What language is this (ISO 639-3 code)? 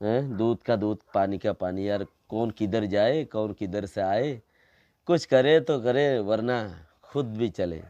rhg